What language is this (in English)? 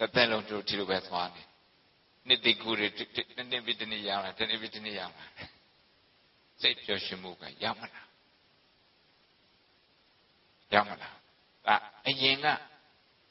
Burmese